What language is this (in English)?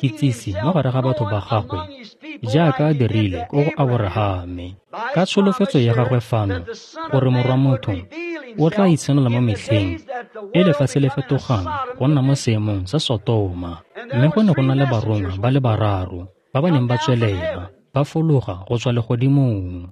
Tswana